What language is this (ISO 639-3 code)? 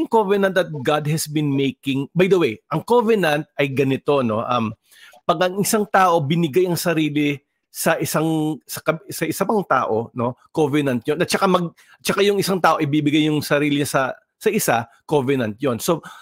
fil